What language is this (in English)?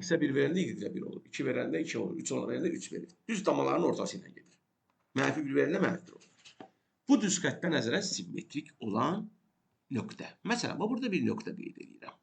Azerbaijani